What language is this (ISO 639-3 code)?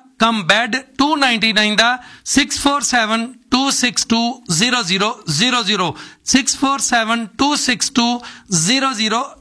pan